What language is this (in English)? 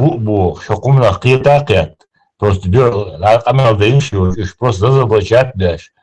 Chechen